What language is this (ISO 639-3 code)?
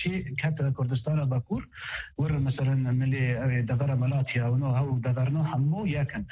kur